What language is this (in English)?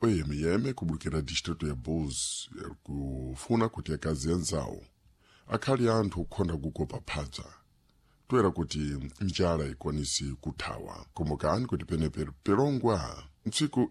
Sena